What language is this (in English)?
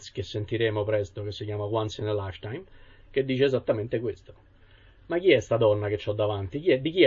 Italian